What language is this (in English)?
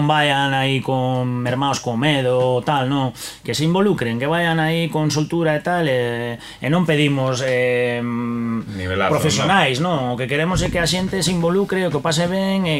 Galician